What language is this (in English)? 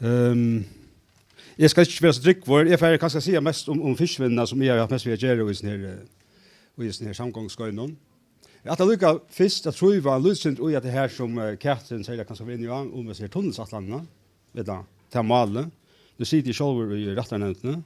Faroese